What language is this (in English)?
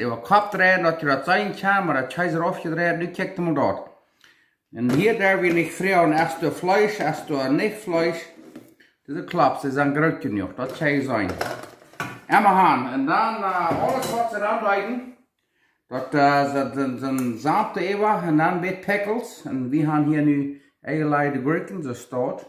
Plautdietsch